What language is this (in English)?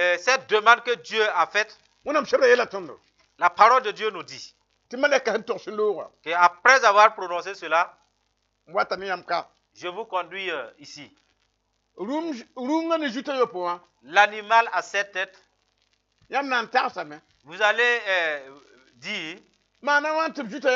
Mossi